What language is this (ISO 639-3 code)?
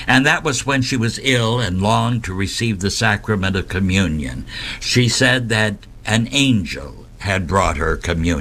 eng